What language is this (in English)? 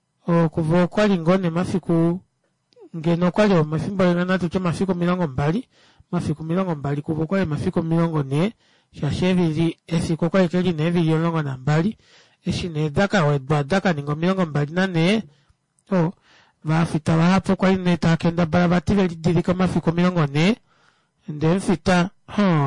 Kuanyama